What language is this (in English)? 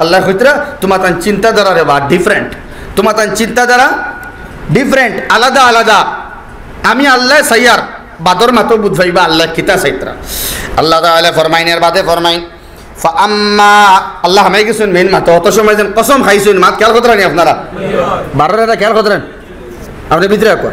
Sylheti